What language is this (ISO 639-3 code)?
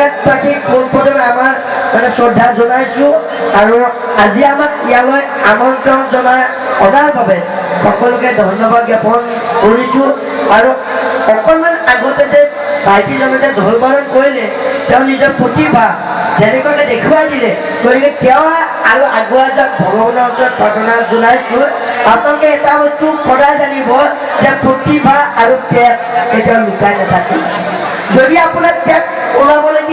asm